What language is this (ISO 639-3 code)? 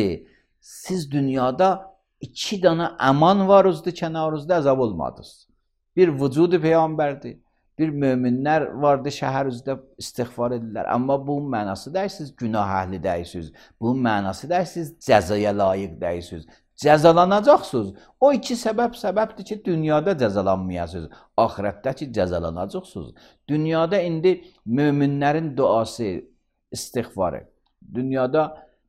aze